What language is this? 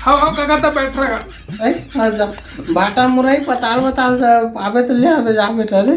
Chhattisgarhi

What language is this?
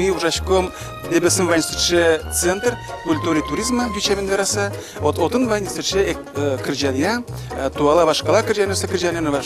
Udmurt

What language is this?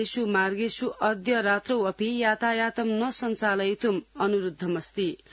Sanskrit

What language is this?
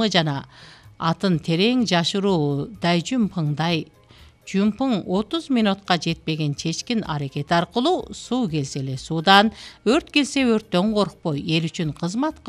Kyrgyz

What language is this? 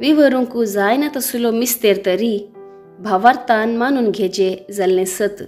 Konkani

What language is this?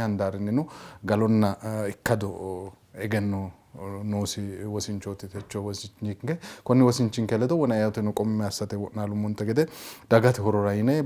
Sidamo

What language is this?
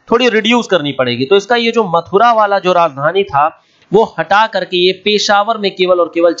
Hindi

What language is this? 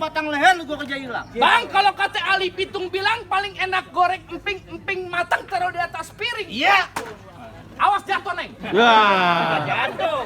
Betawi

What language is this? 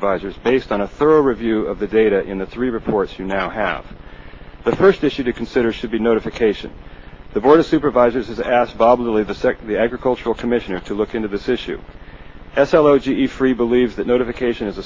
English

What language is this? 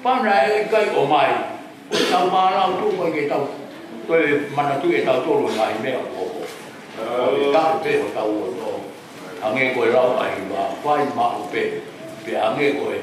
Tongan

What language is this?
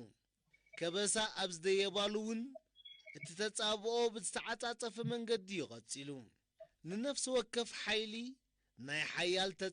Tigrinya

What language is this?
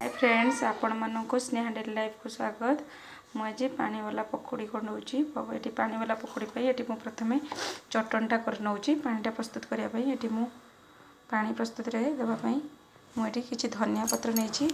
Odia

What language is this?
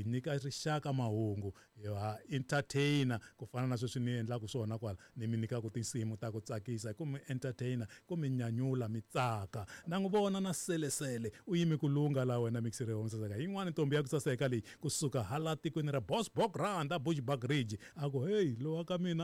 Tsonga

